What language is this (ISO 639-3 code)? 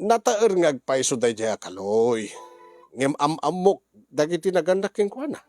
ilo